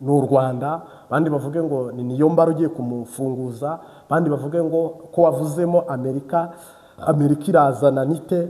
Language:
Kinyarwanda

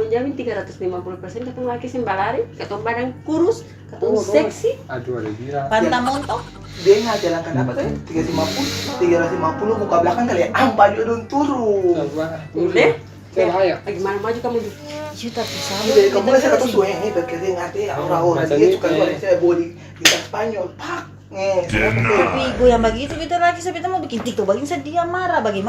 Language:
Ambonese Malay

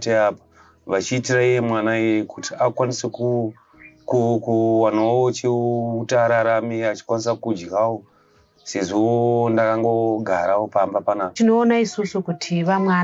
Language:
Shona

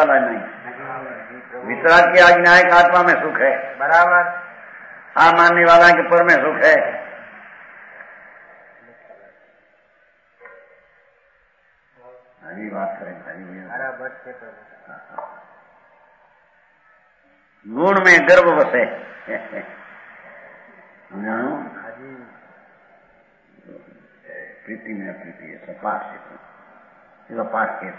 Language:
Hindi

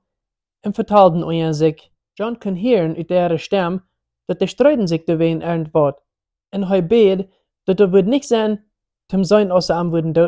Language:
Plautdietsch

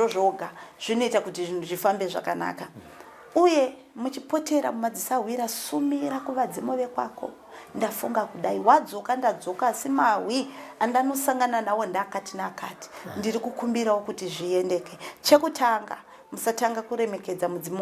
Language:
Shona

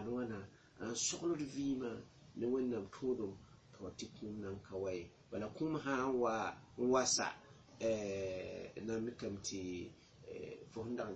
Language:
Mossi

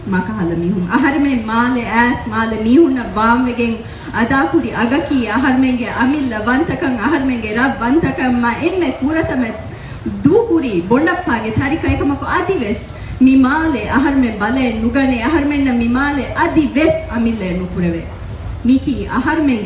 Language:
Divehi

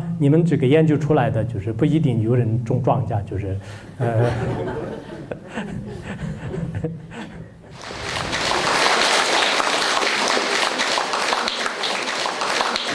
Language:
Chinese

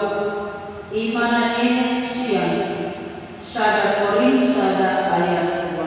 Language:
Batak Toba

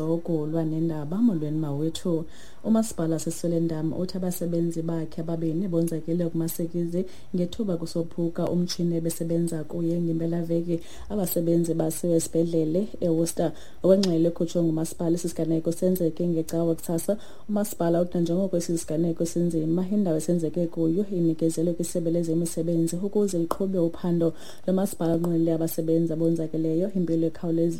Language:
Xhosa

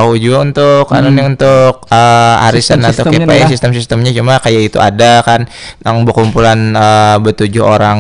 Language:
Banjar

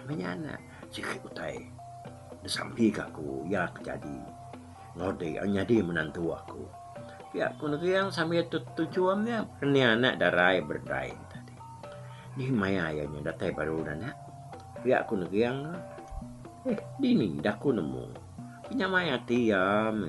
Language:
Iban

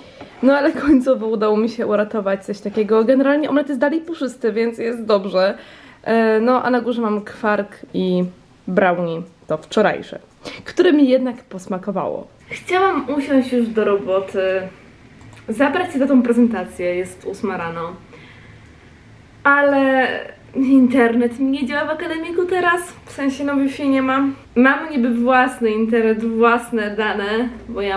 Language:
Polish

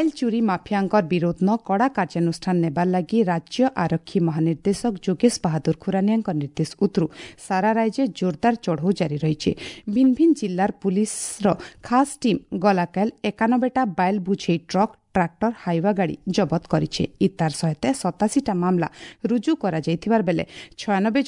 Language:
Odia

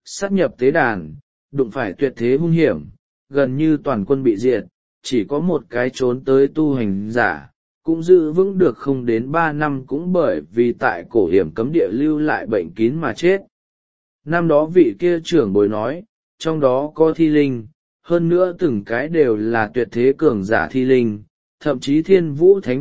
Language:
Vietnamese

